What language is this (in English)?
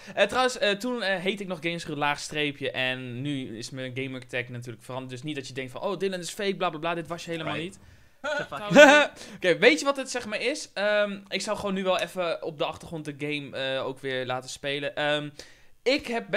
Dutch